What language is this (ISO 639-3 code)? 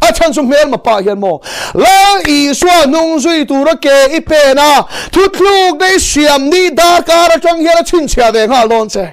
lus